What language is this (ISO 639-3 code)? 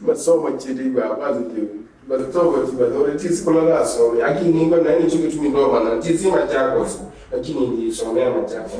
kam